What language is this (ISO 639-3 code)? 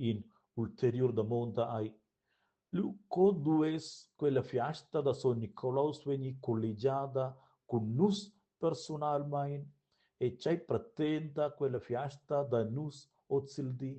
roh